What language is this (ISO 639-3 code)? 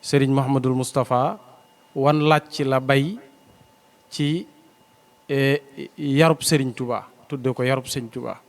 wol